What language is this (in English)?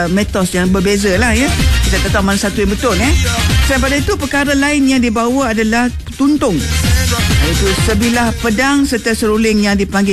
Malay